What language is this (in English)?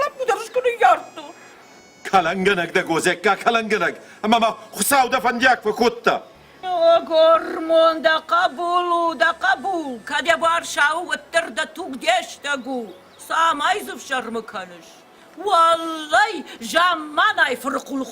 Ossetic